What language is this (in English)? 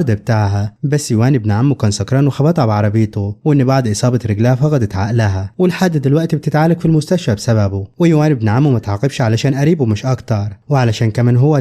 Egyptian Arabic